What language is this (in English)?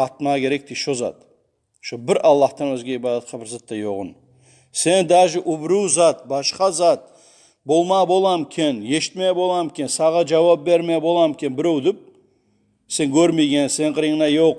Kumyk